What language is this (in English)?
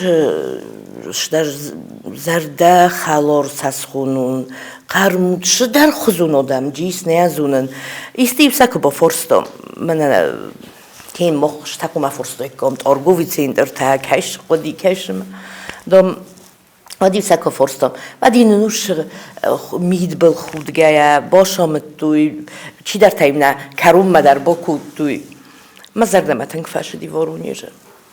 Ossetic